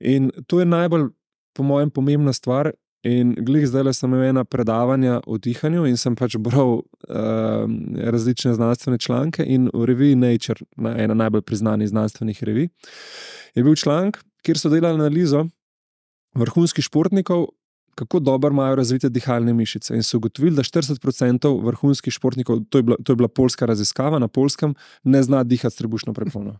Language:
Slovenian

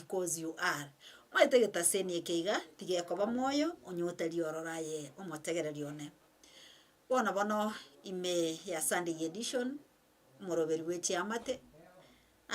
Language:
Gusii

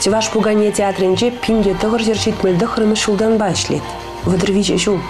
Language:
Chuvash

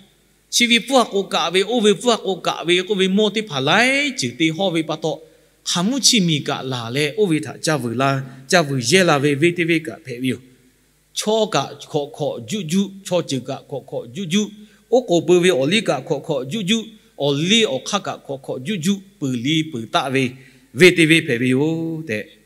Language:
Lahu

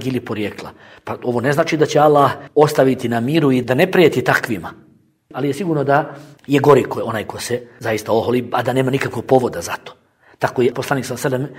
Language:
Bosnian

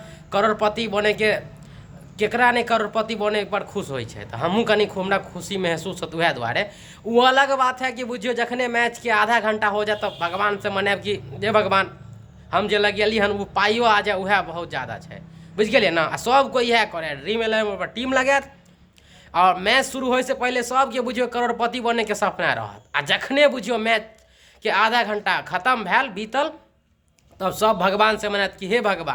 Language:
Maithili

